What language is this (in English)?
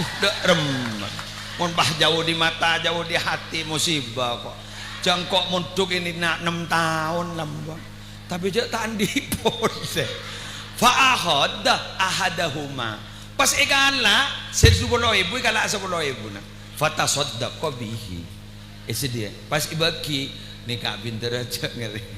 Madurese